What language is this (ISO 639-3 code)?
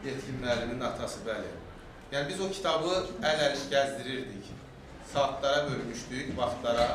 aze